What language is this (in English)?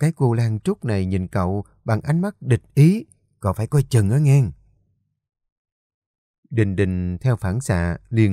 Vietnamese